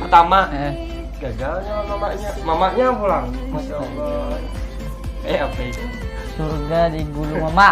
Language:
Banjar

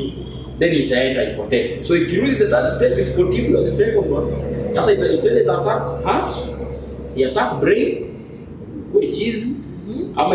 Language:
Swahili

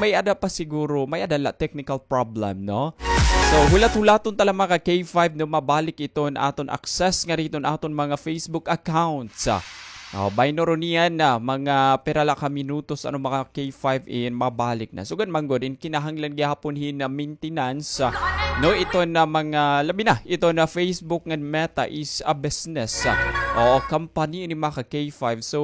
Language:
Waray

